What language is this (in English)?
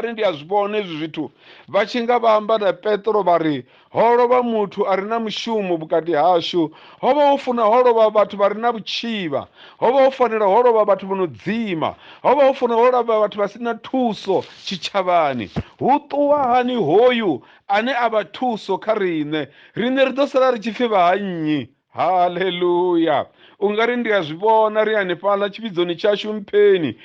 Venda